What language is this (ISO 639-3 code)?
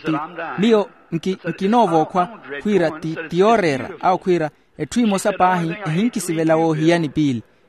vmw